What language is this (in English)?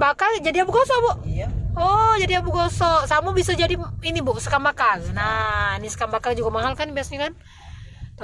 Musi